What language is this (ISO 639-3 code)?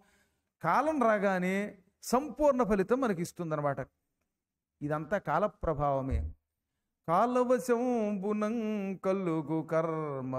tel